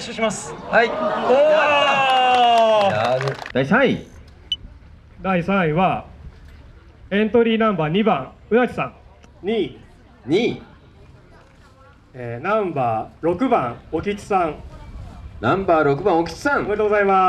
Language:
Japanese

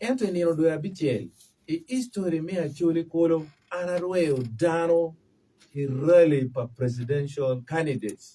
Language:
Acoli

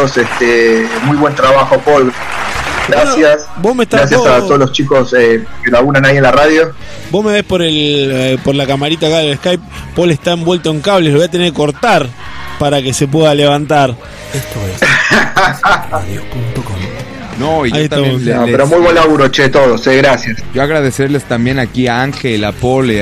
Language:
Spanish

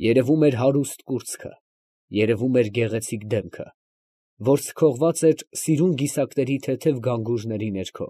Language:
Armenian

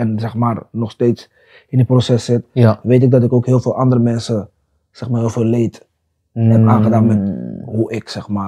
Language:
Dutch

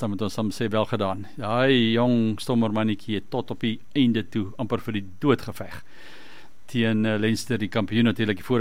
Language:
Afrikaans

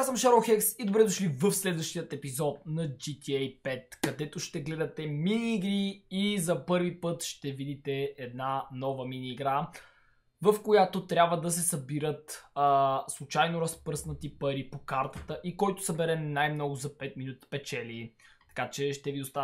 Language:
Bulgarian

